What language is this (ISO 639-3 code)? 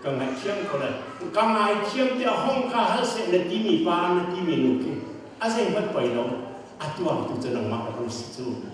cnh